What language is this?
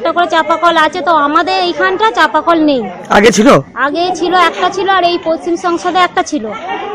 Bangla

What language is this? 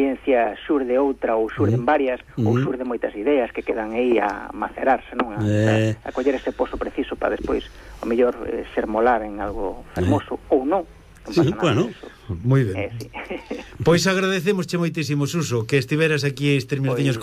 Galician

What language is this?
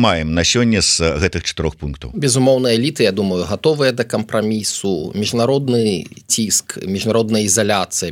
Belarusian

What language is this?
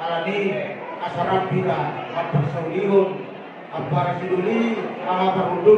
Batak Toba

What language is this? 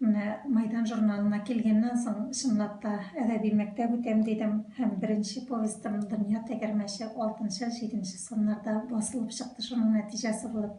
Tatar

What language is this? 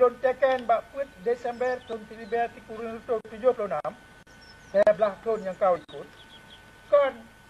Achinese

